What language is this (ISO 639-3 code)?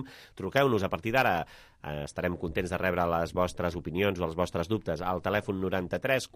cat